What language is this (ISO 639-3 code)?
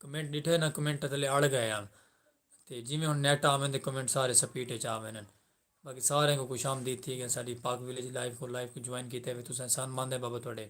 skr